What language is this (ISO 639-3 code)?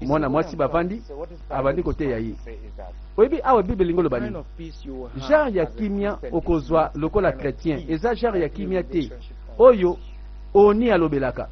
lin